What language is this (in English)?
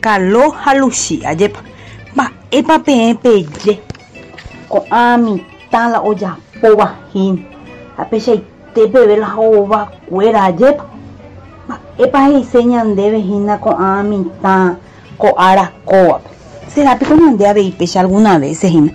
Guarani